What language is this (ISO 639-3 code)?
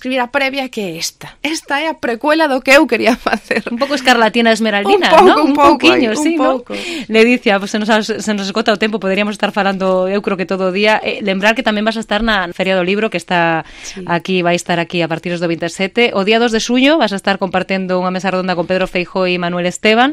glg